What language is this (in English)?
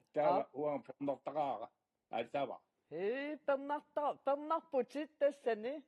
Kalaallisut